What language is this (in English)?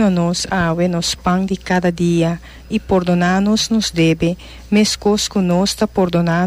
Papiamento